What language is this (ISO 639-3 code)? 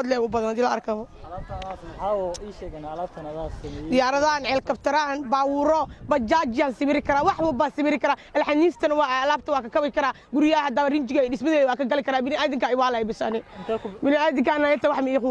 som